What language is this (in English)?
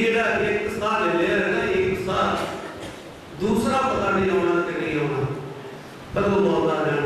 Punjabi